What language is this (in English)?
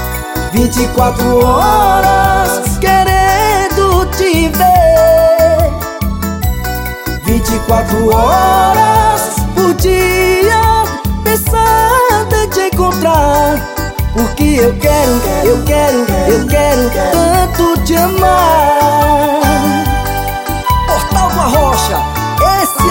Portuguese